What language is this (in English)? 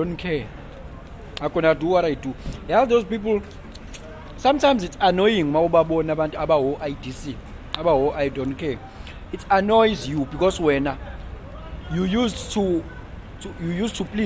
Zulu